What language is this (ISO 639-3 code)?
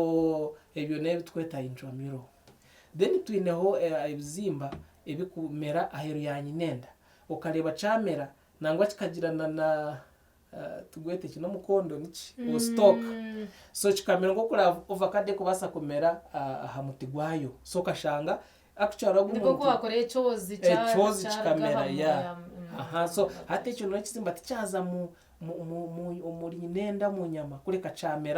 nyn